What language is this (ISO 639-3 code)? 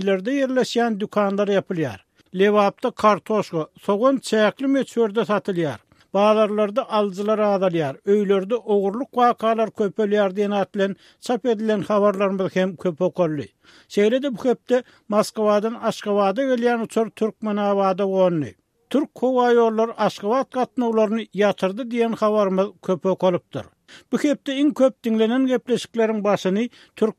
tuk